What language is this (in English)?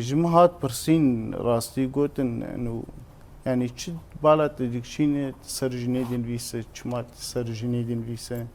Kurdish